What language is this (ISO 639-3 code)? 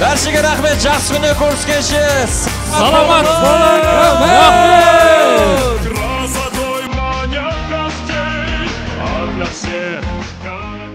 kaa